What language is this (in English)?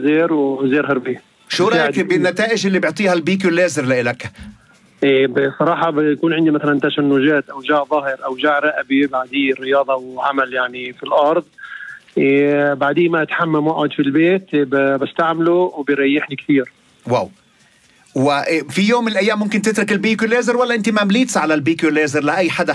North Levantine Arabic